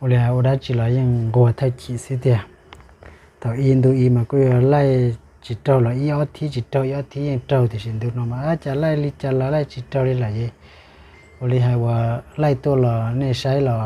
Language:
Hmong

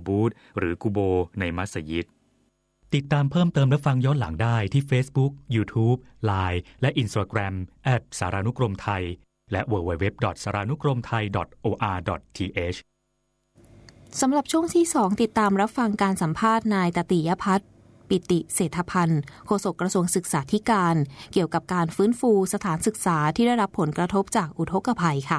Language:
Thai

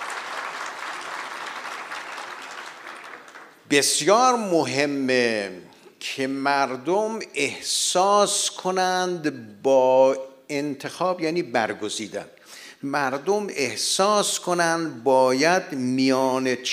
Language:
Persian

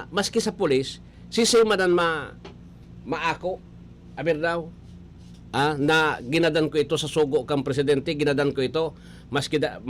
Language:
Bikol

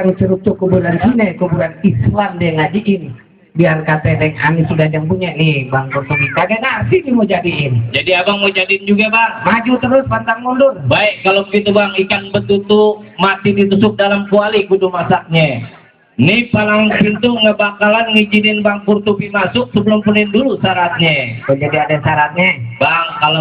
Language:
Betawi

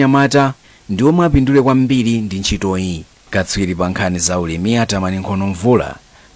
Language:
Nyanja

